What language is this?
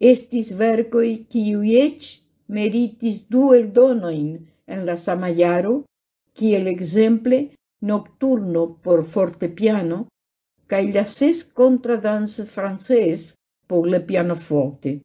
Esperanto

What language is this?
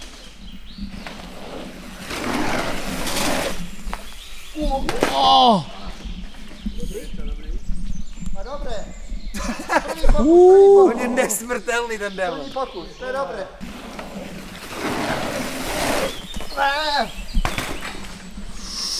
Czech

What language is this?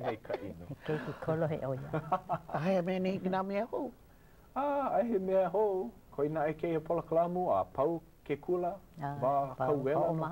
Hawaiian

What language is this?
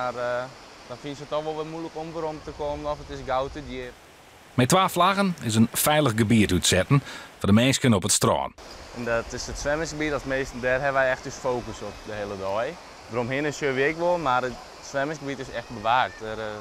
Western Frisian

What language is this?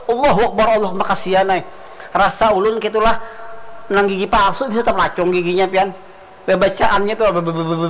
Banjar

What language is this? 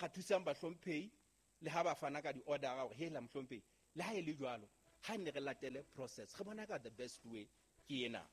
Southern Sotho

